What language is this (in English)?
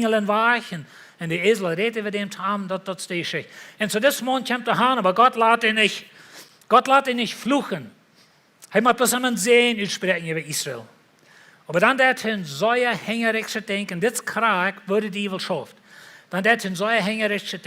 Plautdietsch